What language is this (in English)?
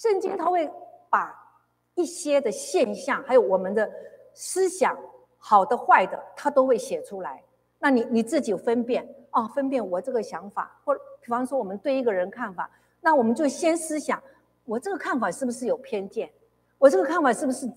Chinese